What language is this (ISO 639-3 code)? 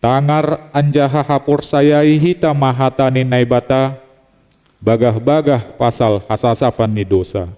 bts